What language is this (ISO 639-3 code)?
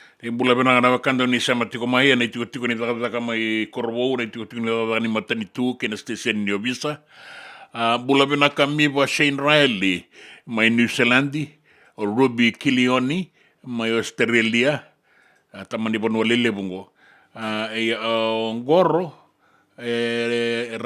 fij